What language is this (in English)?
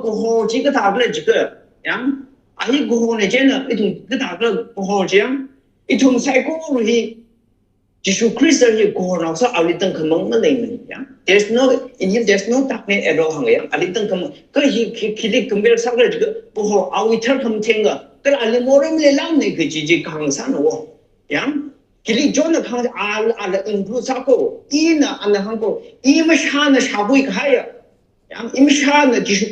Tangkhul Naga (India)